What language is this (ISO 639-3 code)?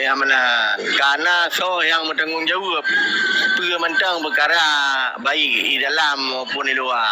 ace